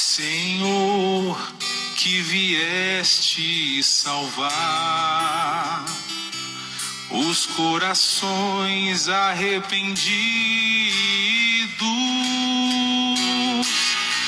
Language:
Portuguese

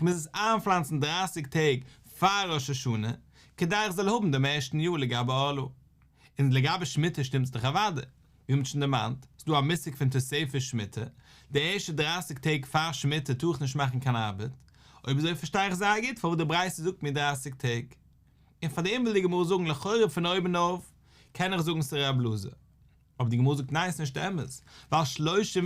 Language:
Yiddish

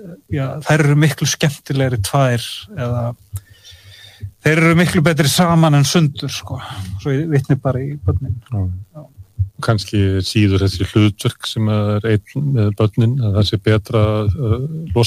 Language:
Icelandic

